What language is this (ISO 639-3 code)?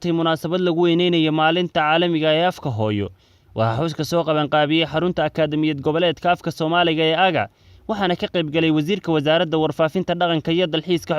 som